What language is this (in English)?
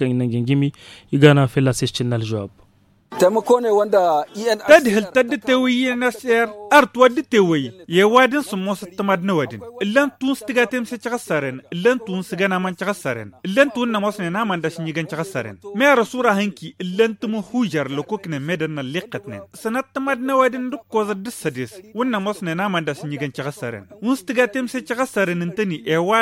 Tamasheq